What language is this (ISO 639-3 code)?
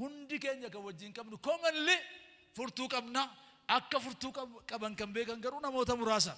orm